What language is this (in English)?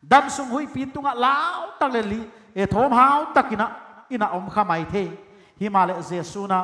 Paite Chin